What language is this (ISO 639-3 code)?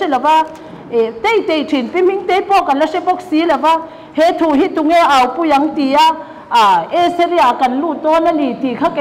lus